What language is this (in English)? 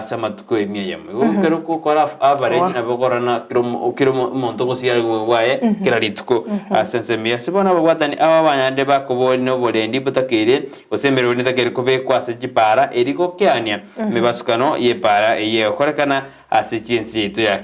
Gusii